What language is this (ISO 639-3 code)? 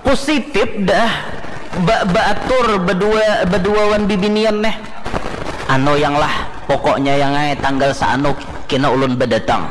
bjn